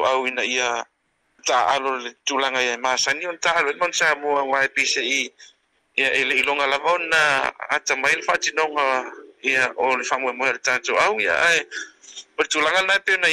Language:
Samoan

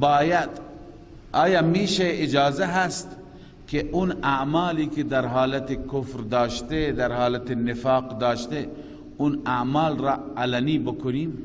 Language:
Persian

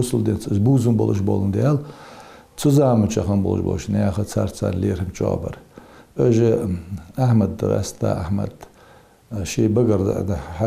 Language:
Ingush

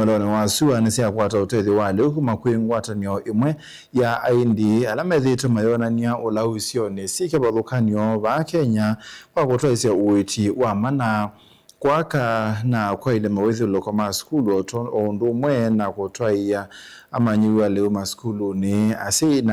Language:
Kamba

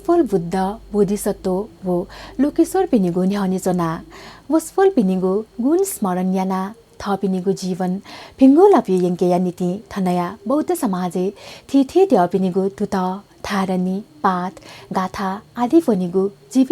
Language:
Newari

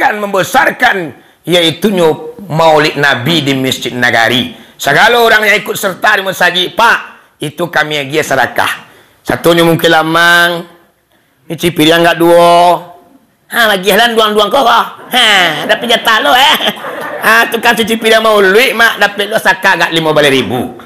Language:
Minangkabau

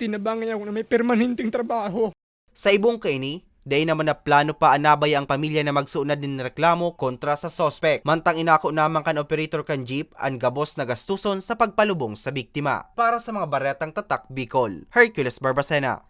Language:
Bikol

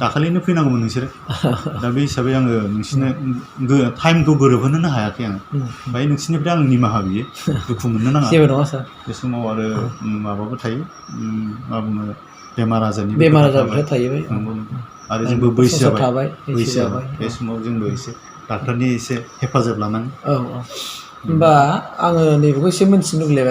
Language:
Bodo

